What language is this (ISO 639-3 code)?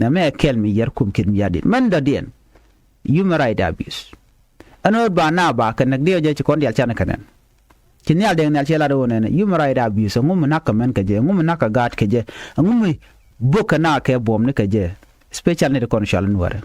nus